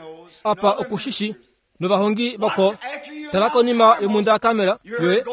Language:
Kuanyama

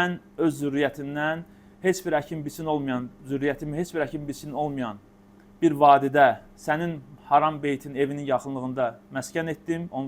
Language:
Azerbaijani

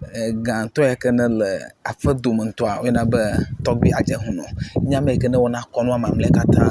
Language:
Ewe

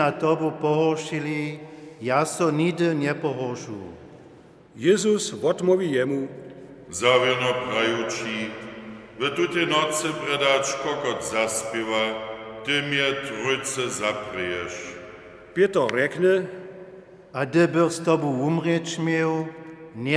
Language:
Upper Sorbian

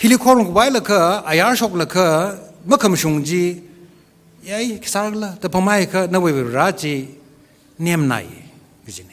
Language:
Tangkhul Naga (India)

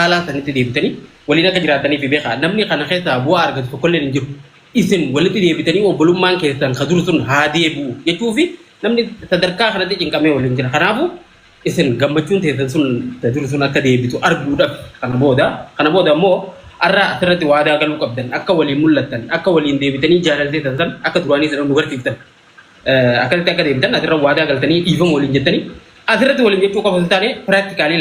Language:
Oromo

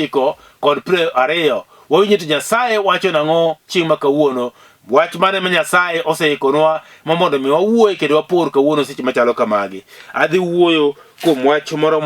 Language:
Luo (Kenya and Tanzania)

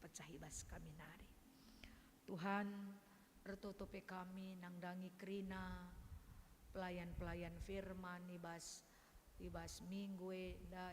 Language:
Batak Karo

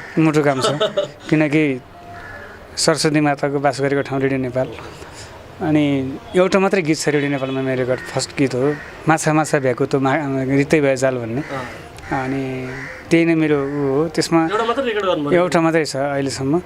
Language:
Nepali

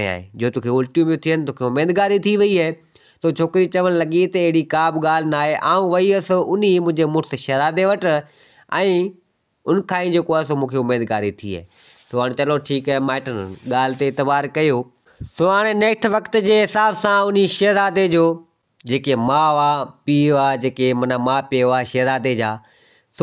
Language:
Sindhi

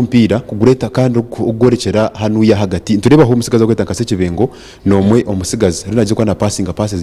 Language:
Nyankole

